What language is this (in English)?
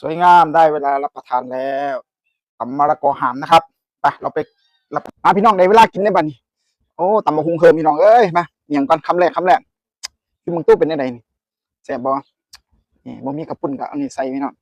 Northeastern Thai